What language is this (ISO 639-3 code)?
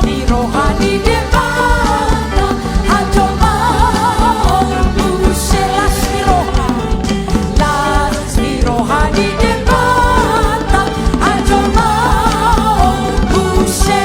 bbc